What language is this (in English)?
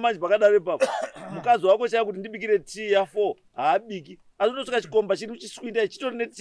Shona